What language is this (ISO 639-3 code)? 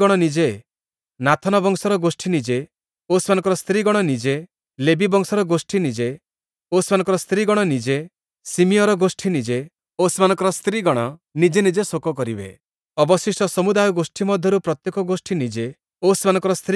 ori